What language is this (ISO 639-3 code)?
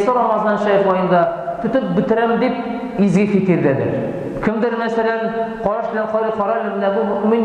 tat